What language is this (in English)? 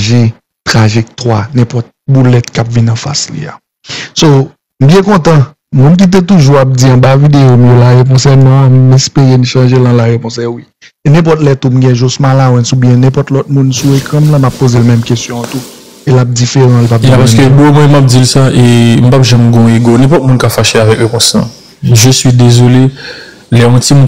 Haitian Creole